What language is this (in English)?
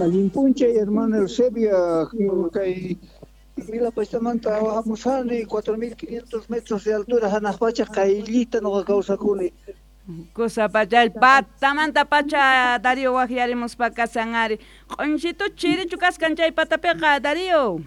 South Bolivian Quechua